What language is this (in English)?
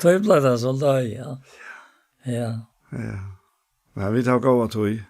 Faroese